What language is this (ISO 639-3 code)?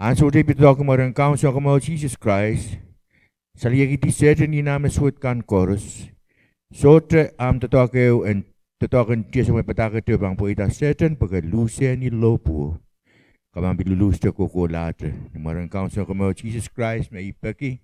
pon